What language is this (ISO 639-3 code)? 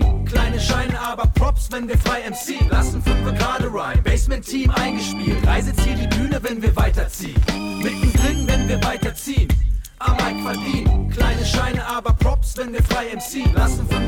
deu